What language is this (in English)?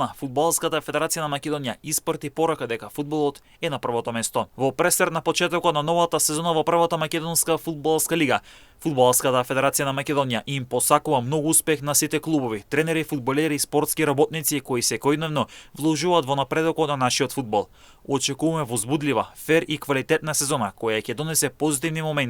Macedonian